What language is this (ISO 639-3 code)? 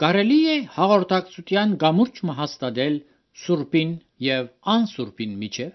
hye